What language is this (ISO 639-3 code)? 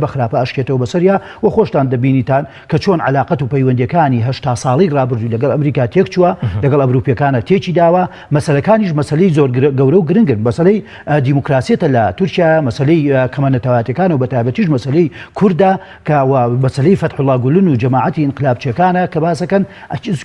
ckb